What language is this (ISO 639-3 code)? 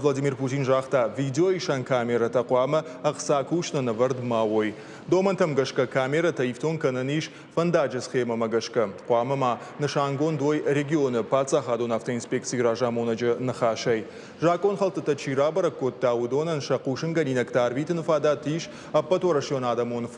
oss